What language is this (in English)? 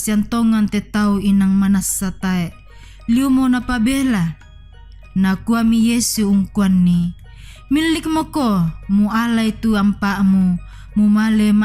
Toraja-Sa'dan